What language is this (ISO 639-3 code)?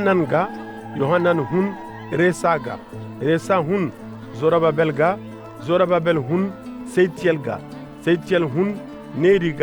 ses